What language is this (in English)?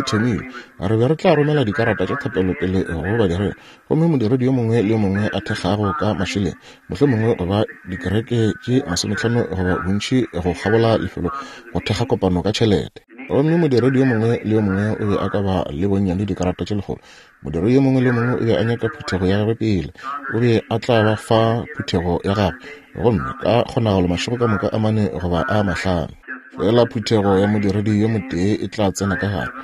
Northern Sotho